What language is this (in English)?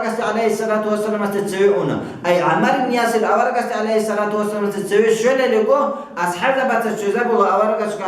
Avaric